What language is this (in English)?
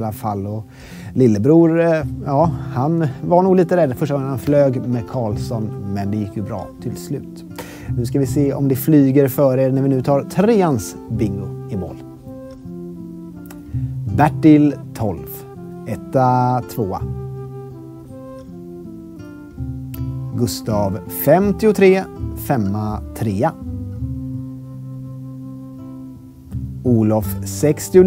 Swedish